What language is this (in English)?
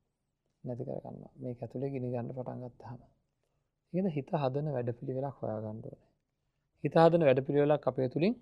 Sinhala